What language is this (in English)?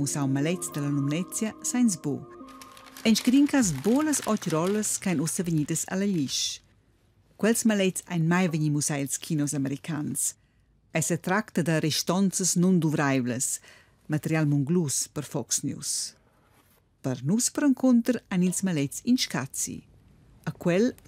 Romansh